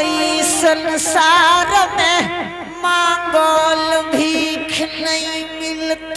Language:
Angika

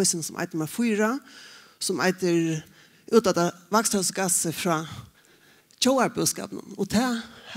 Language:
Faroese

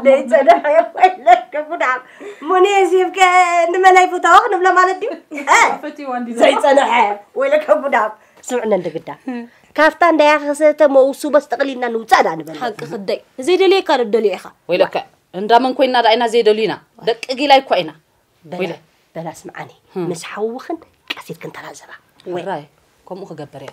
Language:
Tigrinya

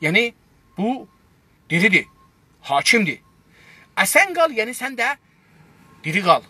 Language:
South Azerbaijani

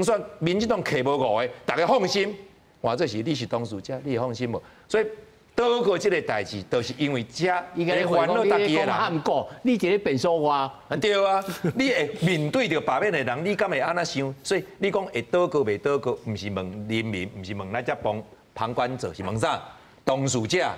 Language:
Min Nan Chinese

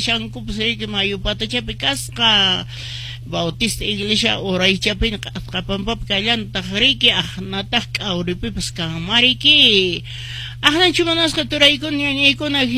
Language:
Quechua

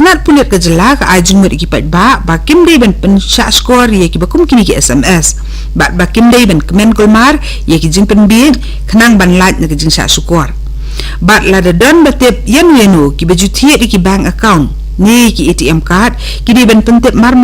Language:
Khasi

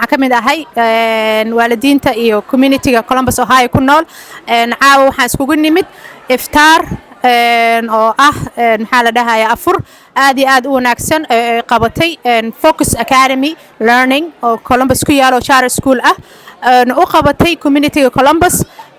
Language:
Somali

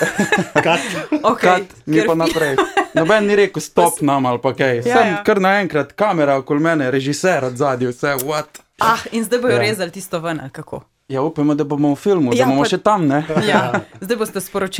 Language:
Slovenian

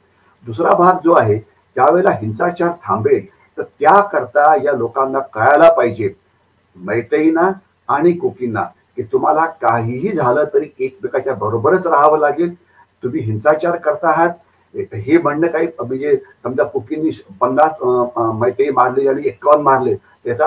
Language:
Marathi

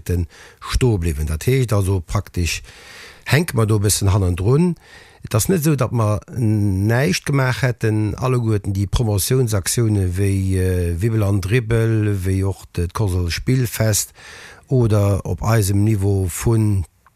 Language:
Luxembourgish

